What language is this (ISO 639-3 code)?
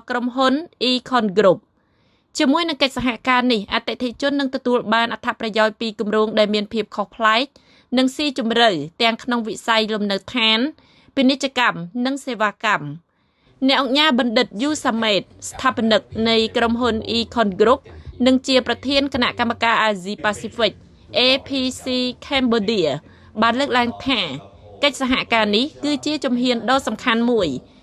khm